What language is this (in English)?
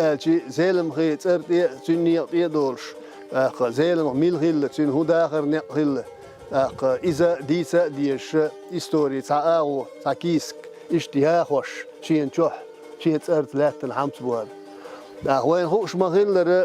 Chechen